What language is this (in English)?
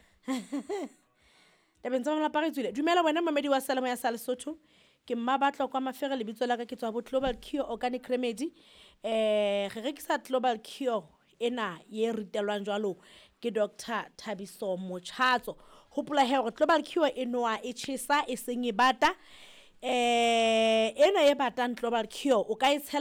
Southern Sotho